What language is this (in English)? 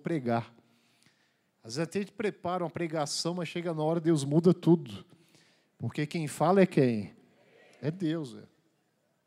Portuguese